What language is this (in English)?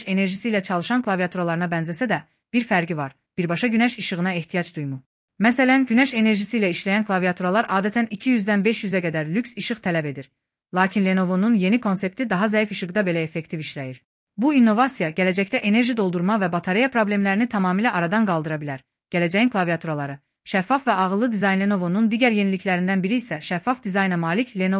Azerbaijani